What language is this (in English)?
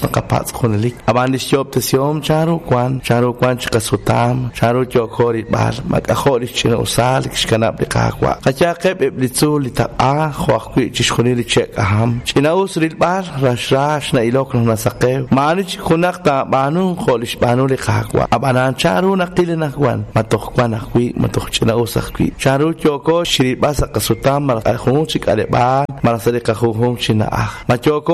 Kekchí